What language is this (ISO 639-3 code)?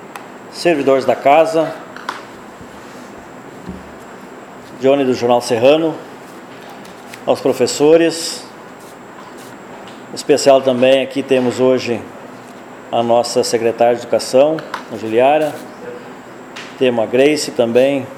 por